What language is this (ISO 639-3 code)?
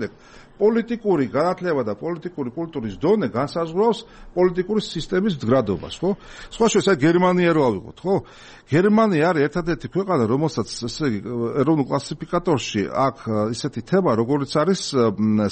kat